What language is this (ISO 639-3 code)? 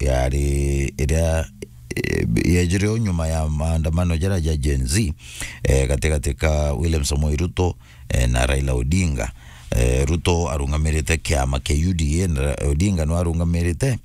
mer